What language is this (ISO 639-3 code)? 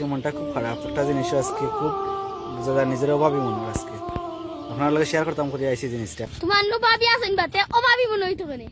syl